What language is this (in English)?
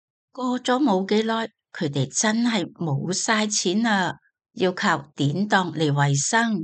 Cantonese